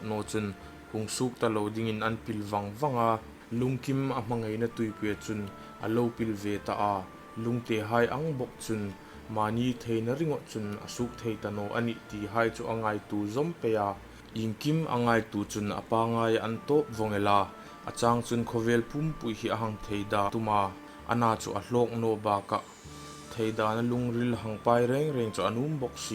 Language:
Hmar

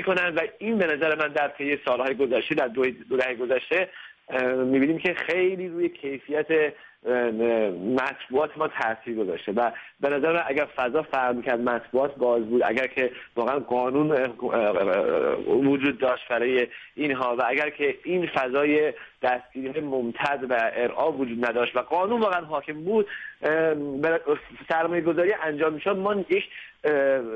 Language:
Persian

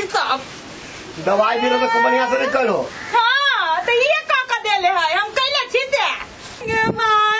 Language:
Maithili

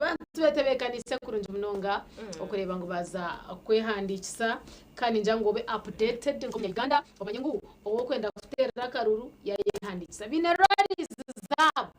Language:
Nyankole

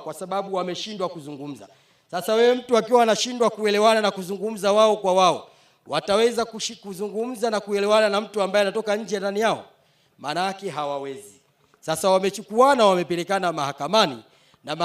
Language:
Swahili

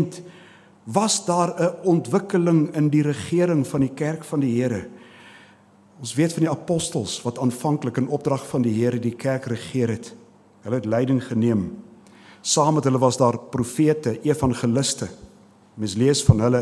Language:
Afrikaans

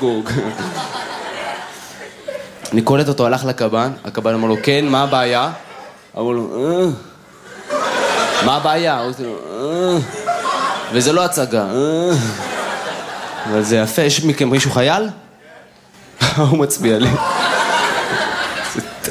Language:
Hebrew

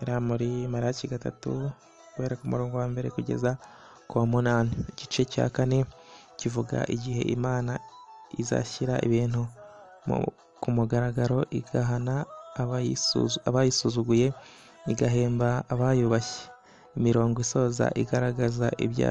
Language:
Kinyarwanda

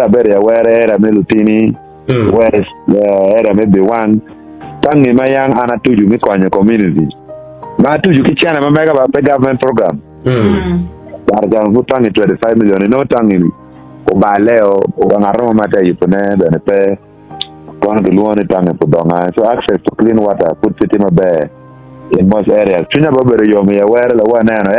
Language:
Acoli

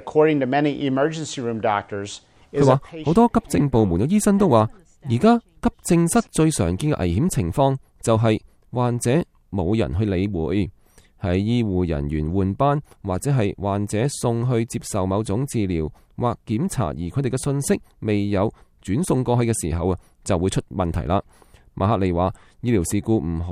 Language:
Cantonese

